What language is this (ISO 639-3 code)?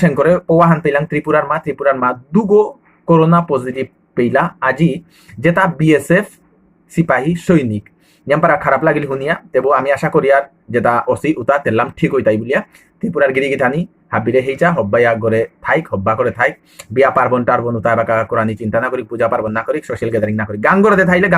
bpy